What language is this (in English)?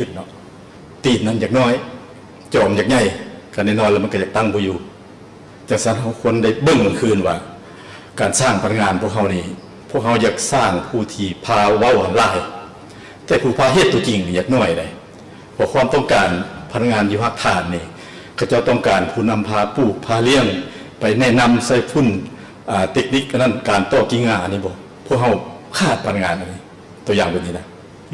Lao